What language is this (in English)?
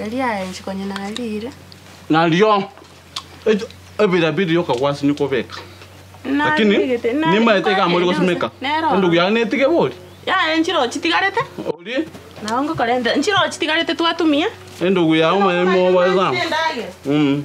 Gusii